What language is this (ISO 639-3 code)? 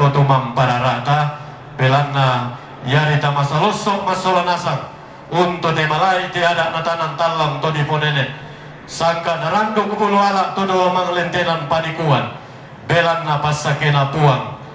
sda